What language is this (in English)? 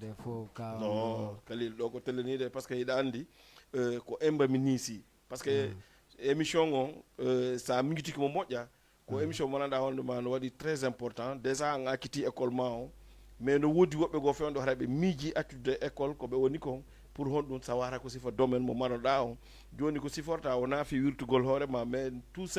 Fula